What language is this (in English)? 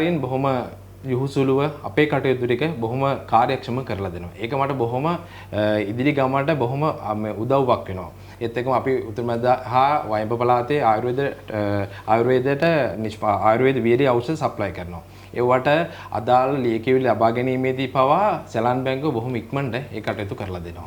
Sinhala